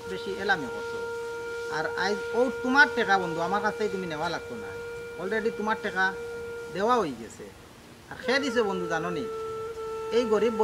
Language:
Sylheti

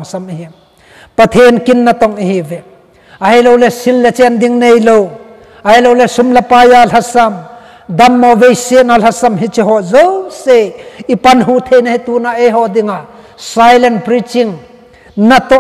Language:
Thado Chin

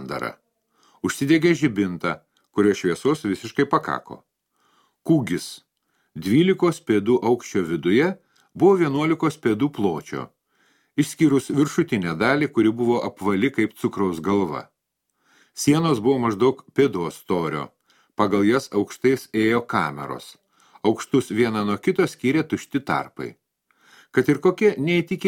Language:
Lithuanian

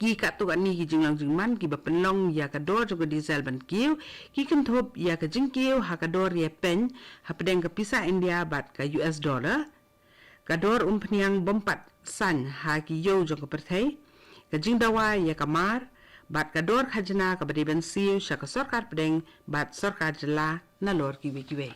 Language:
Khasi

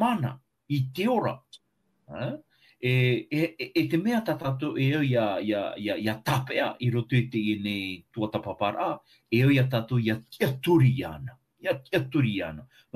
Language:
Tahitian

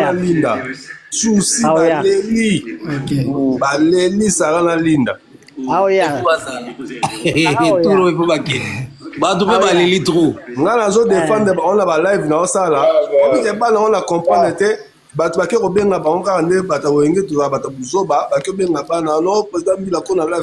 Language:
Lingala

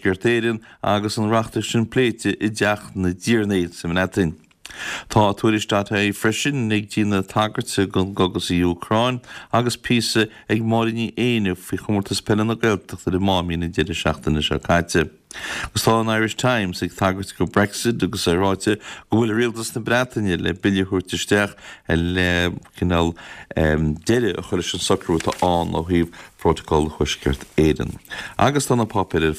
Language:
Irish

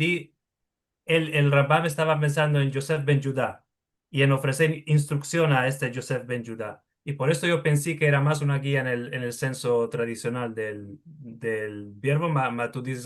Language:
Ladino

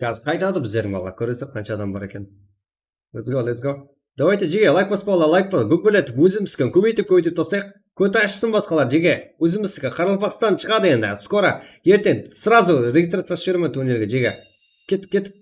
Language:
Kara-Kalpak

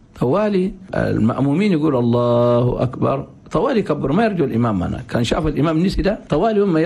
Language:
Chadian Arabic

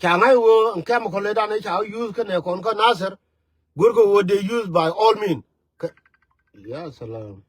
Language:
Nuer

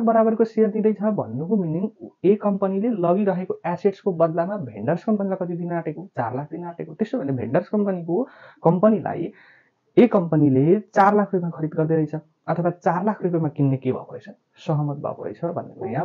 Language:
Nepali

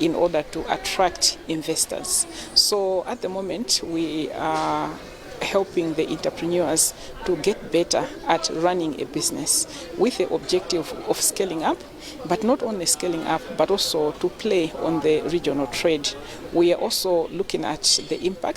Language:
English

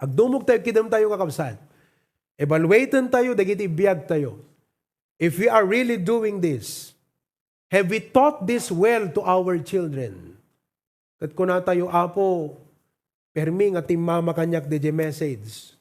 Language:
Iloko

